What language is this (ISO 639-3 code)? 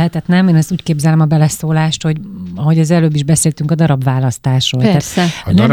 hun